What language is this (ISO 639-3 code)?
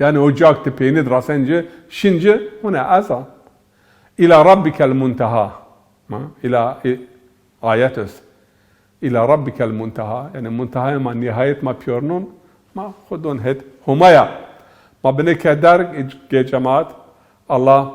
zza